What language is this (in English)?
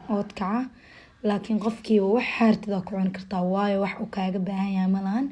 Somali